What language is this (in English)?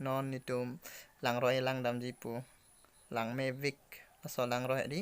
Karbi